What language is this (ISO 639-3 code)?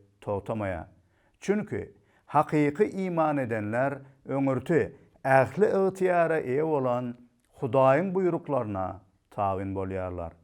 tuk